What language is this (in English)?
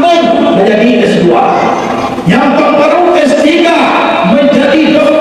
Minangkabau